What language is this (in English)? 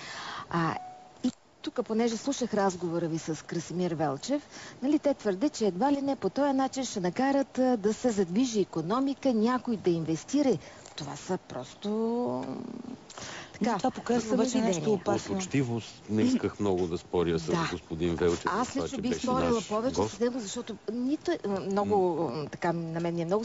Bulgarian